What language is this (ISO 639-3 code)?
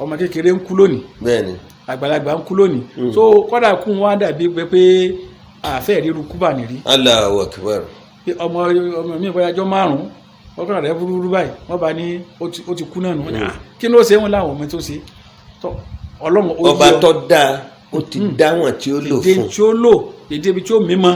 yor